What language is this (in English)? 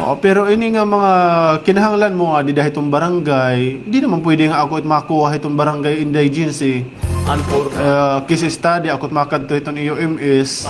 Waray